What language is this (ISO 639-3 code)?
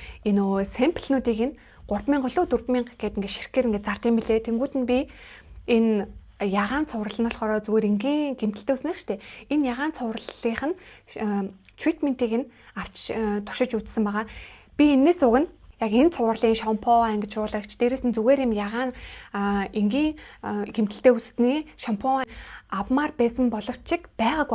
mon